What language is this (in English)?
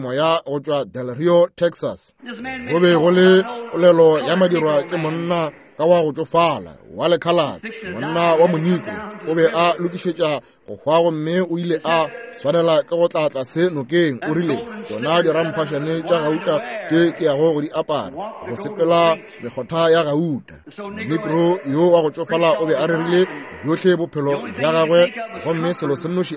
Northern Sotho